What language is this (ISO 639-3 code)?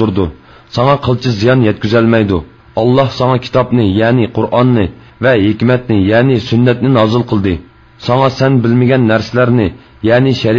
uig